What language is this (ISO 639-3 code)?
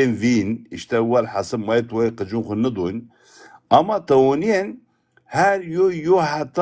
zza